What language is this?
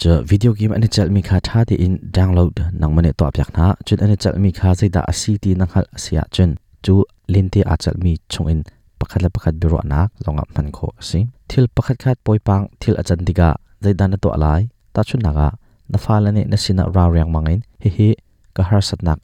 Hakha Chin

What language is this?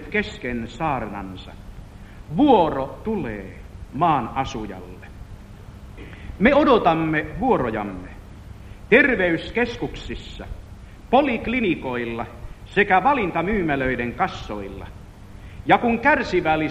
Finnish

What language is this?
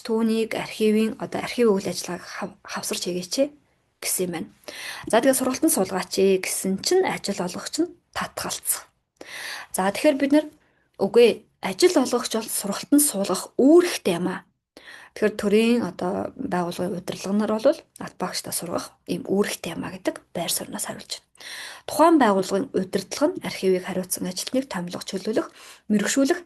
Mongolian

